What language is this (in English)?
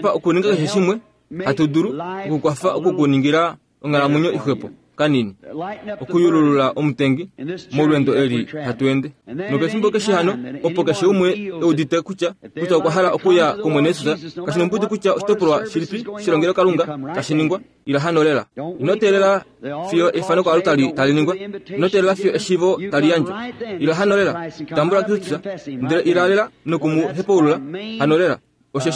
Kuanyama